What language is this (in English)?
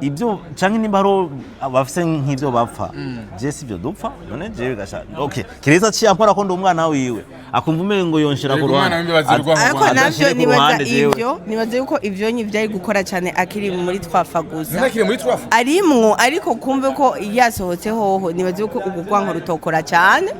Rundi